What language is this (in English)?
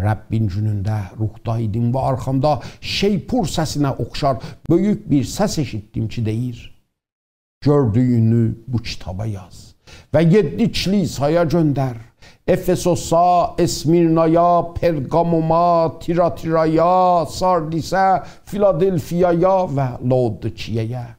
South Azerbaijani